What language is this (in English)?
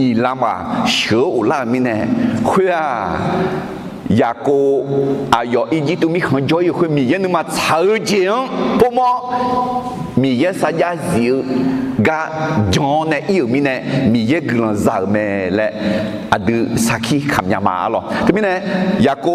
Akha